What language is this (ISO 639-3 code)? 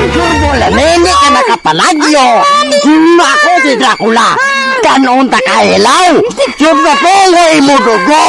hil